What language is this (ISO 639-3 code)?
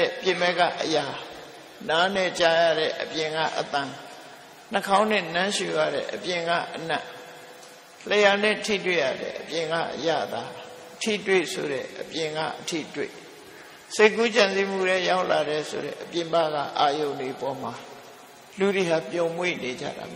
mya